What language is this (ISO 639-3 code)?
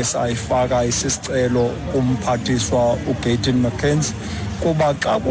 xho